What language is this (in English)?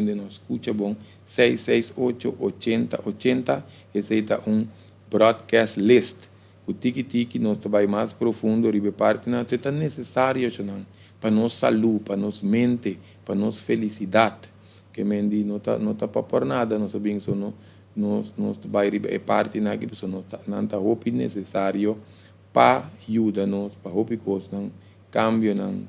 Papiamento